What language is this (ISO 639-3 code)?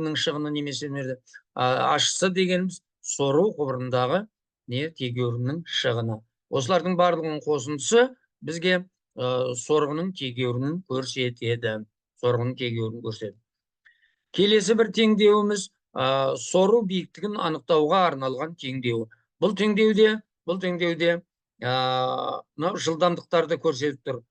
kaz